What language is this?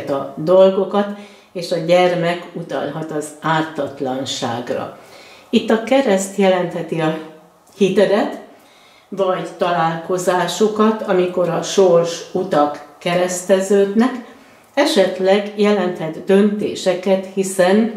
Hungarian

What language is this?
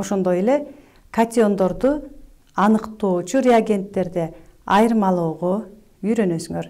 Kyrgyz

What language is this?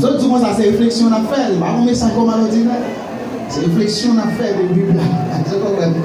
Haitian Creole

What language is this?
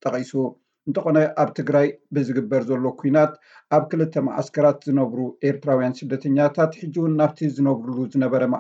Tigrinya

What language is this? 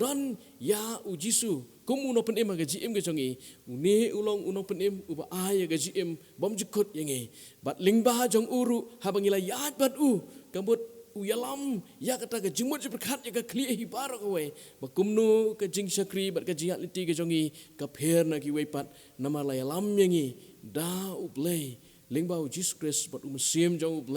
Khasi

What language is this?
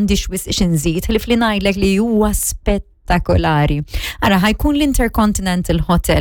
Maltese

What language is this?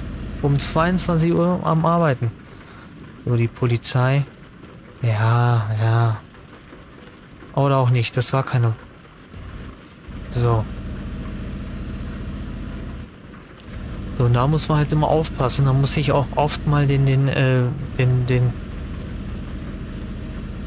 German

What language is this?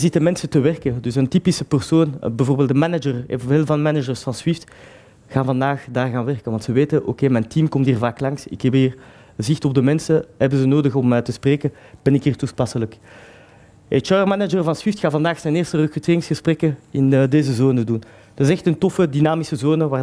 Dutch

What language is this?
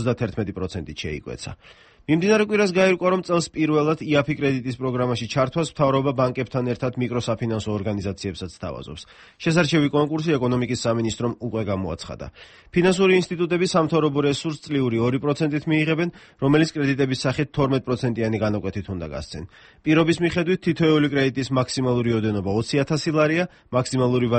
Georgian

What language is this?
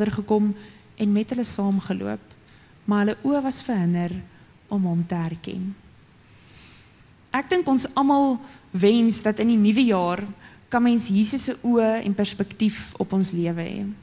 Afrikaans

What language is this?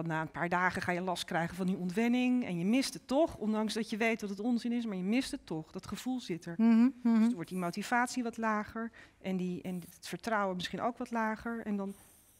Dutch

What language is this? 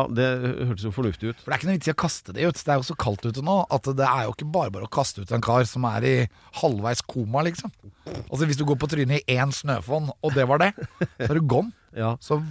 Norwegian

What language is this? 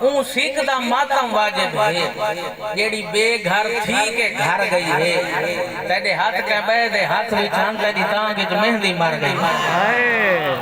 Saraiki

